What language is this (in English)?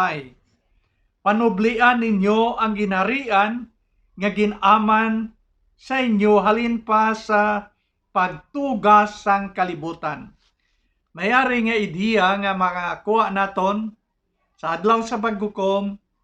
Hiligaynon